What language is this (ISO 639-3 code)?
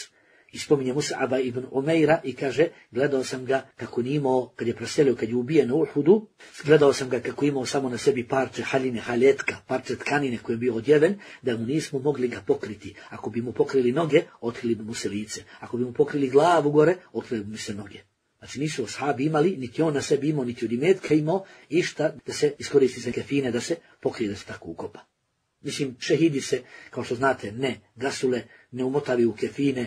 bos